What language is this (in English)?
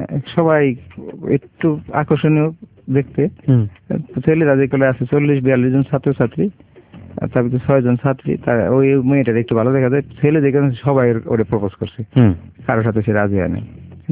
Bangla